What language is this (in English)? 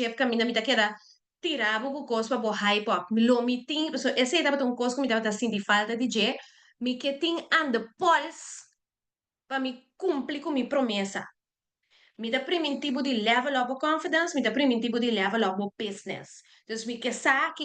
Papiamento